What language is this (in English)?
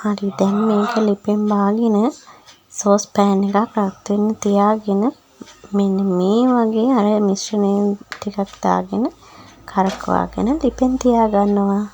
Sinhala